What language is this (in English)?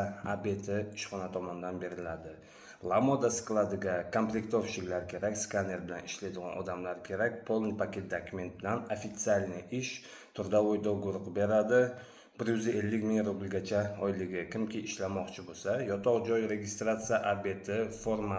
Uzbek